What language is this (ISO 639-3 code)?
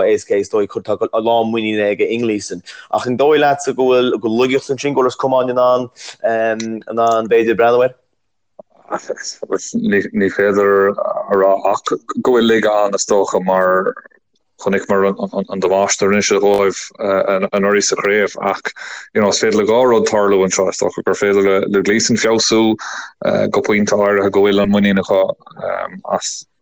gle